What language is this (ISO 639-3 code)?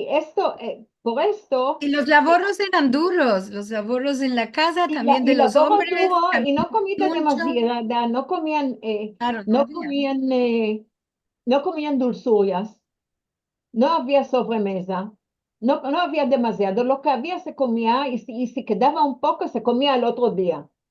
lad